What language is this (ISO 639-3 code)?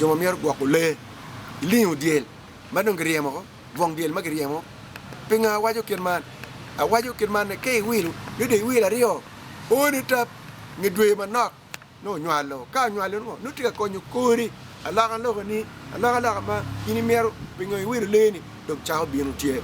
ach